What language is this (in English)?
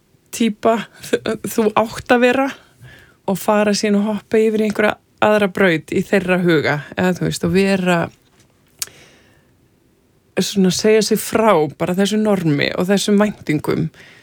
Icelandic